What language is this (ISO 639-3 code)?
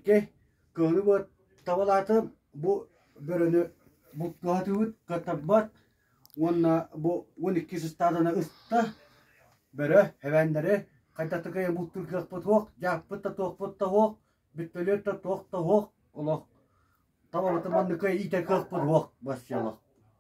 sah